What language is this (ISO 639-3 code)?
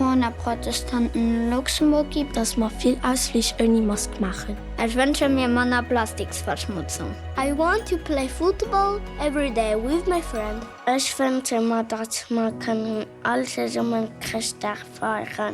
ltz